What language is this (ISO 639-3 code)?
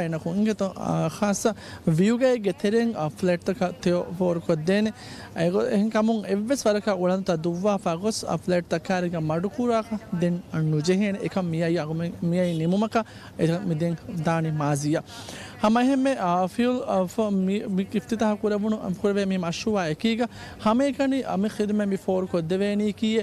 div